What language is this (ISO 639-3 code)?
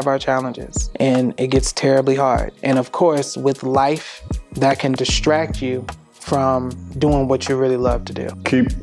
eng